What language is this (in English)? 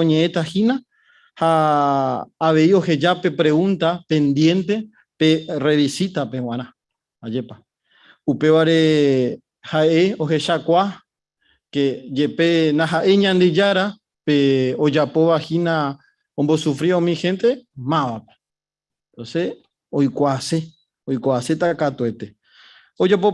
Guarani